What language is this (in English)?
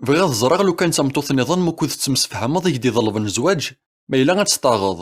Kabyle